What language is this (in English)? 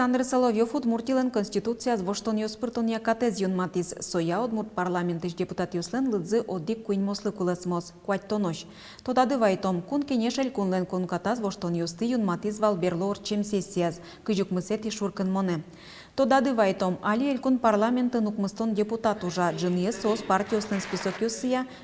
Udmurt